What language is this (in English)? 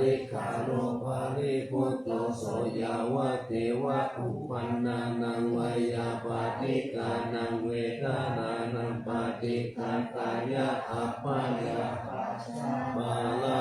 Pali